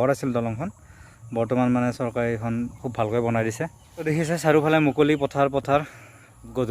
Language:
Assamese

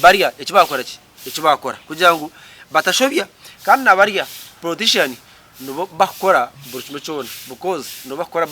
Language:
Nyankole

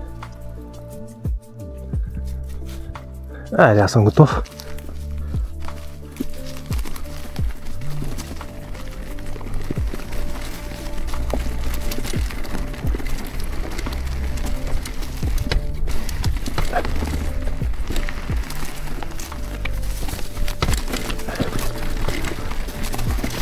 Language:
Bulgarian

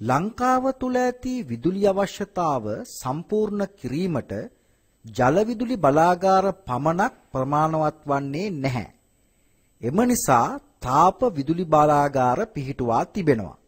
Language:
Sinhala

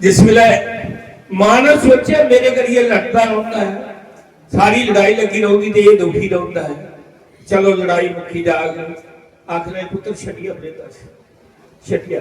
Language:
Dogri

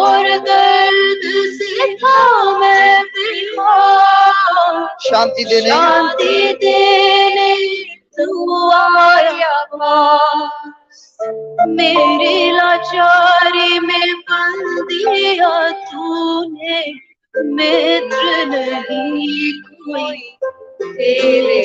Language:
Konkani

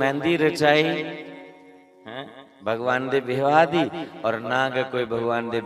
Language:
Dogri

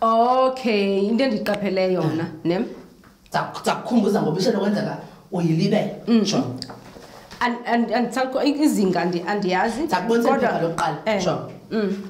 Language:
Xhosa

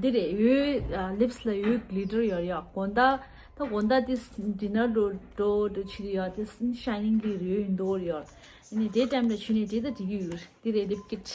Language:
Tibetan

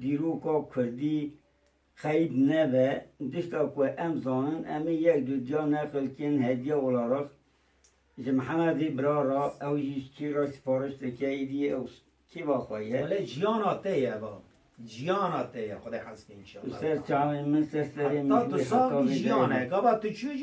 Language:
Kurdish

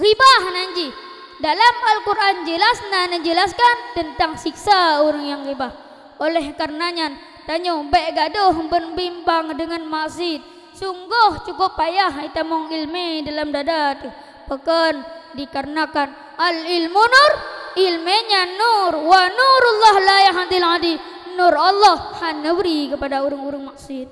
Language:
Achinese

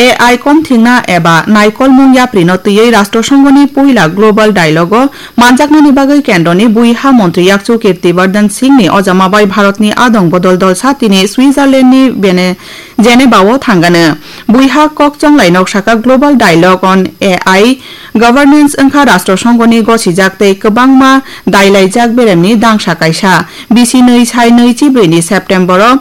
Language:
Kok Borok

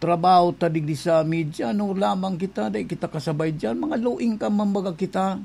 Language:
Bikol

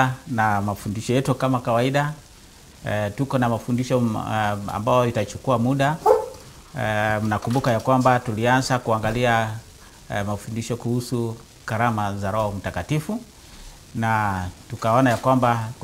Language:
Swahili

